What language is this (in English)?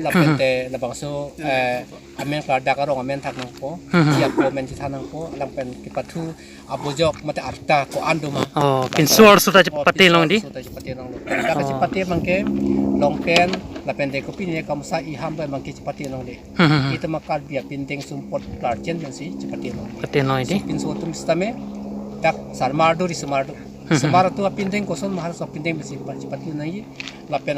Karbi